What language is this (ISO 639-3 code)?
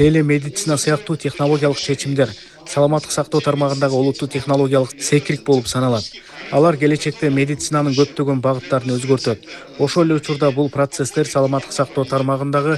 kir